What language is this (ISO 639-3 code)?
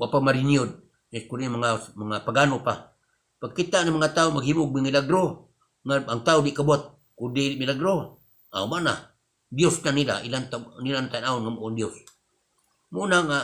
ceb